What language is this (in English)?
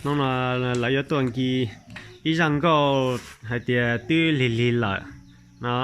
Hmong